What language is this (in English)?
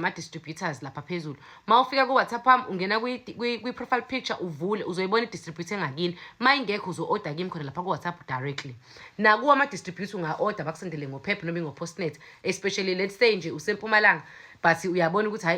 Zulu